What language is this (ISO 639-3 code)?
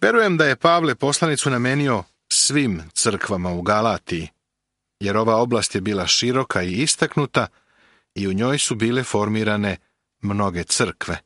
srp